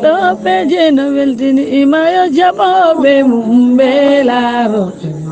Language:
Fula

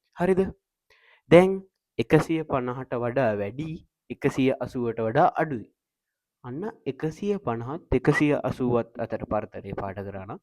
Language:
Sinhala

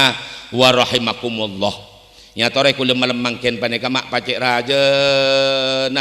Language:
Madurese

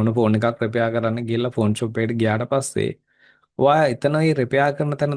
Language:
Sinhala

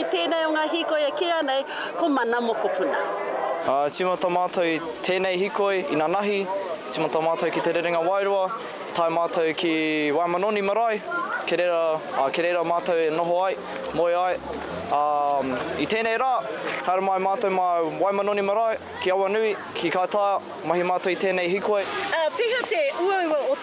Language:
Māori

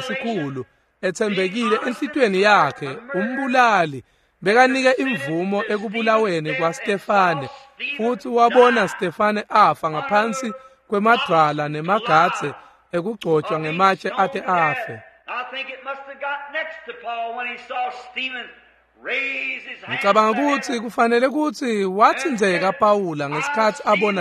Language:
Swati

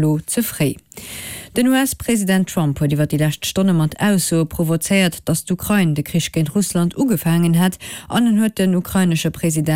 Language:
Luxembourgish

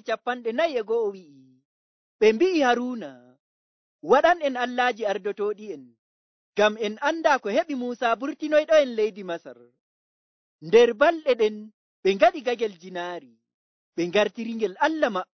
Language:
Nigerian Fulfulde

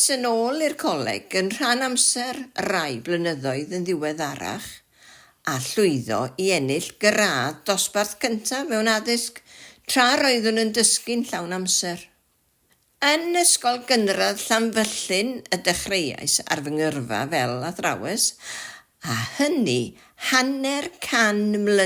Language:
Welsh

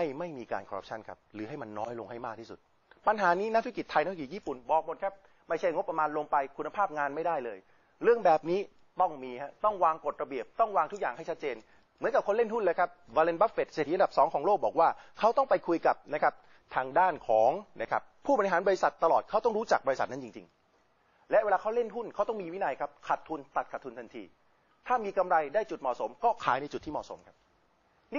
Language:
Thai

